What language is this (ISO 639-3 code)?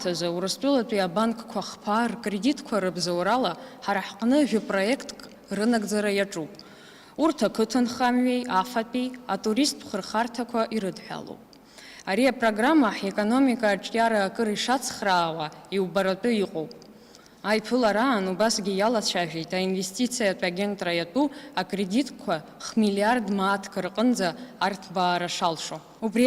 abk